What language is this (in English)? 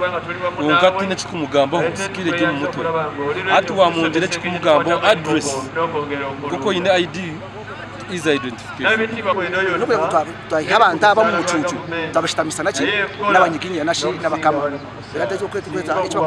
Nyankole